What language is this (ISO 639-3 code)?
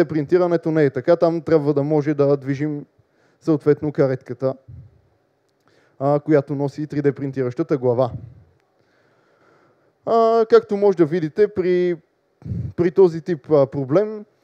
bul